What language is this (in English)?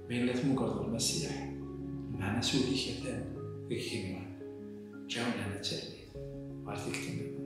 Kabyle